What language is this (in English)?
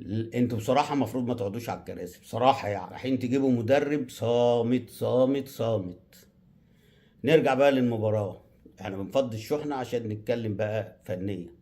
Egyptian Arabic